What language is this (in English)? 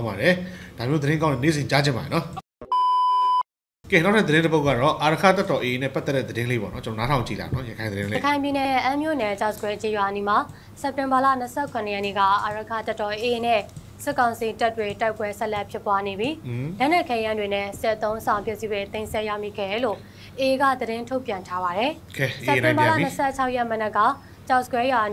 Burmese